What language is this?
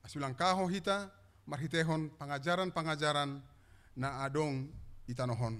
Batak Simalungun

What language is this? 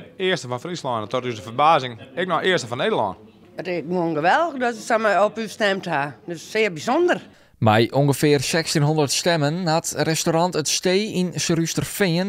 Western Frisian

